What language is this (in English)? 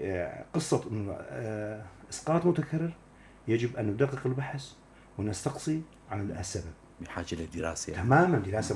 North Levantine Arabic